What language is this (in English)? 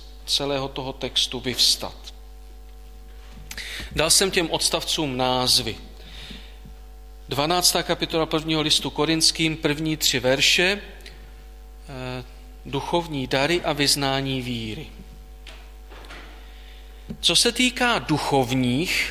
Czech